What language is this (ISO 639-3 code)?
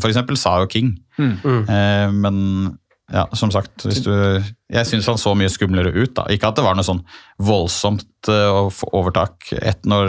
nor